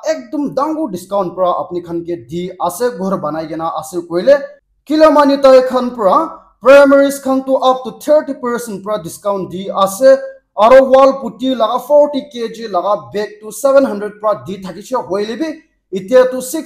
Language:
Naga Pidgin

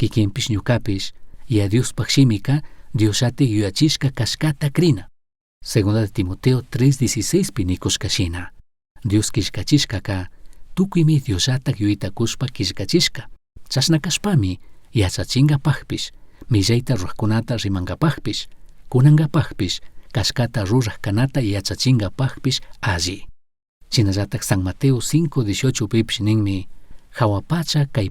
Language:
Chimborazo Highland Quichua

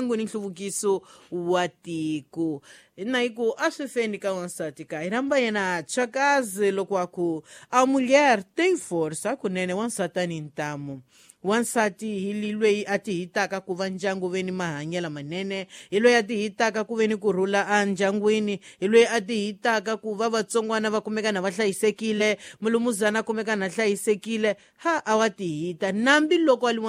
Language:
Tsonga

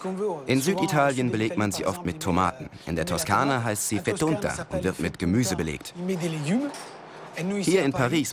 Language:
German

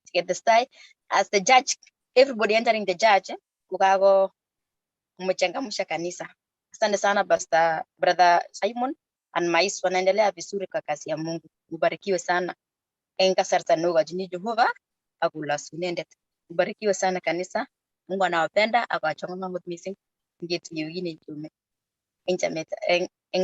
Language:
Kalenjin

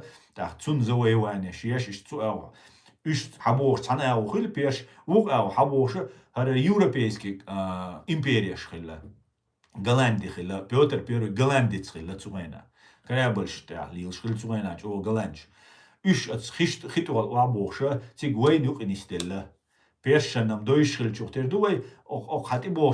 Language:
Chechen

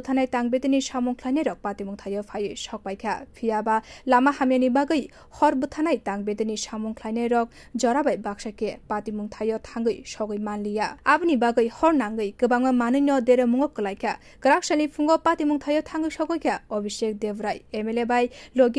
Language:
Kok Borok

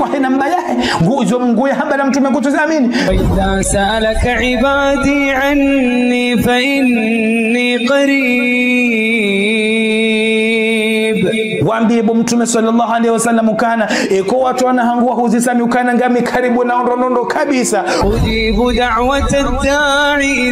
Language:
Ngazidja Comorian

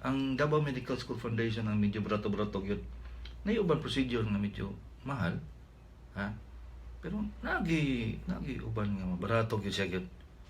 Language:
Cebuano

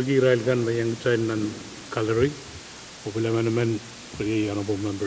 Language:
Pohnpeian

